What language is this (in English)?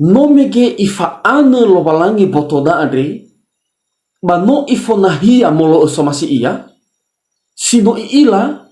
Nias